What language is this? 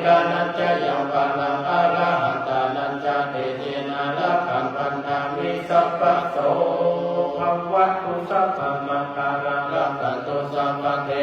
Pali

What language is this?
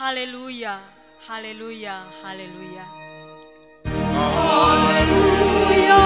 Batak Simalungun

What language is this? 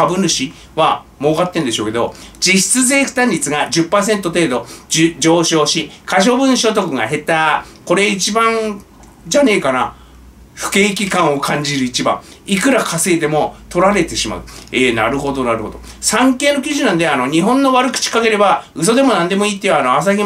Japanese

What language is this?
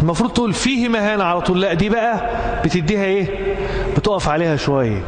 Egyptian Arabic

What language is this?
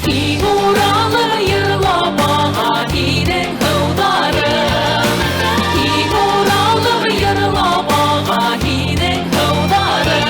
Bashkir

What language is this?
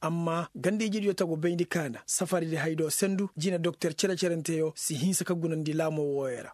Koyraboro Senni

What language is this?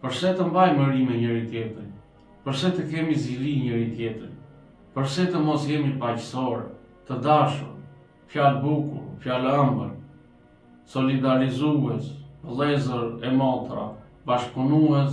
Albanian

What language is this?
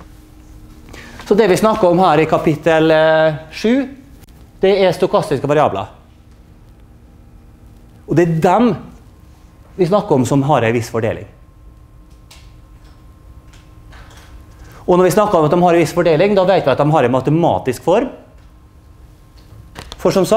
Norwegian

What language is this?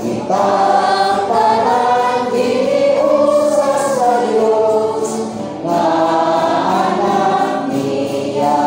Cebuano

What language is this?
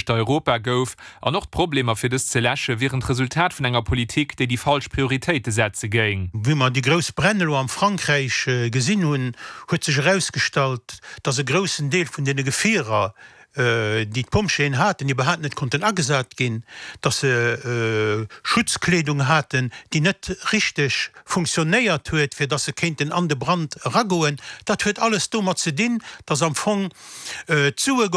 Luxembourgish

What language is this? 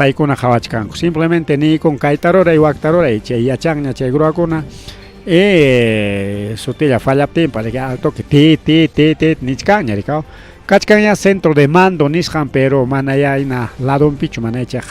Ayacucho Quechua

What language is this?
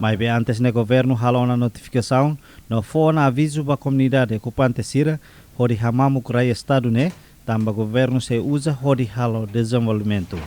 Tetum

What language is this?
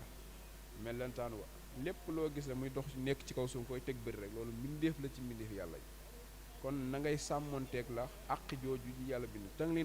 Wolof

